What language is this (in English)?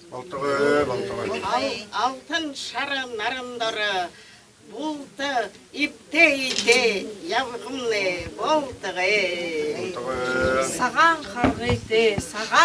Buriat